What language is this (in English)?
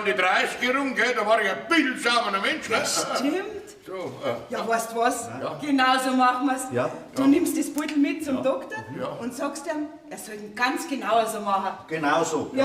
Bavarian